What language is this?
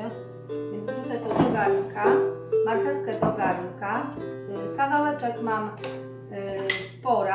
Polish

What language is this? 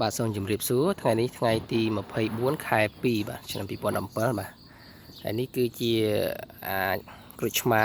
Khmer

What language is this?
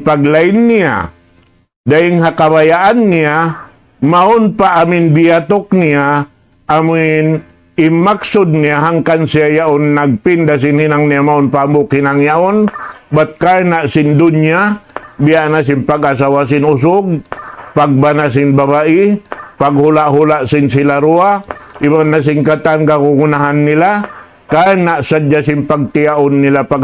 Tausug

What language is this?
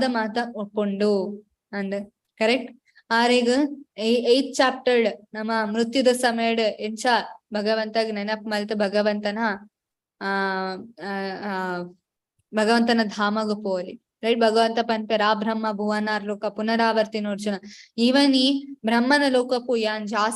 Tulu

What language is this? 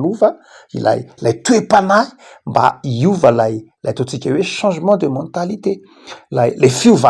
Malagasy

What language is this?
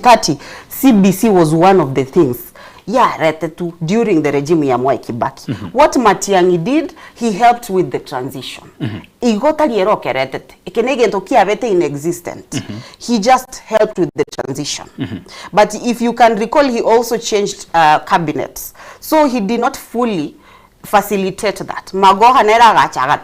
Gusii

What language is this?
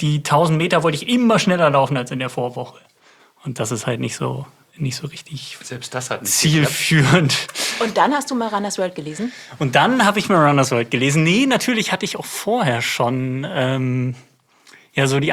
German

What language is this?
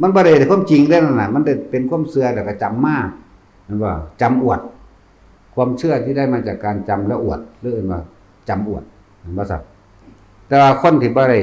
Northeastern Thai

